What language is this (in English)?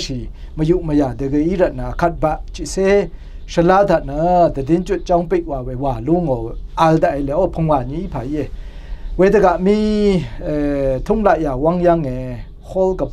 Rawang